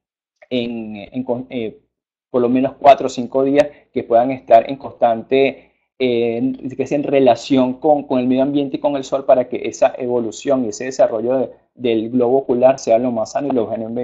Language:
Spanish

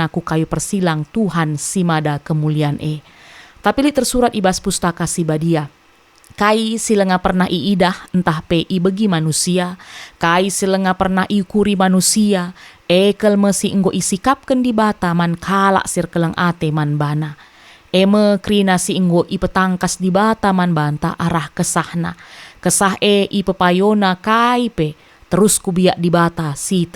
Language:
Batak Karo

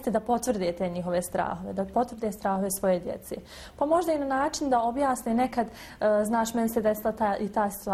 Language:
Bosnian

